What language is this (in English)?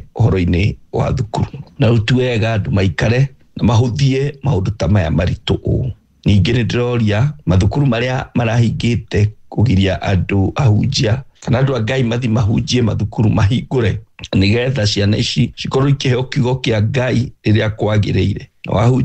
Kikuyu